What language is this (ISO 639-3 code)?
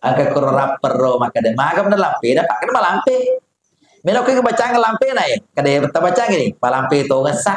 bug